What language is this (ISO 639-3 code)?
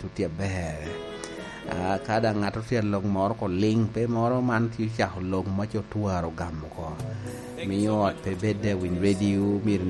laj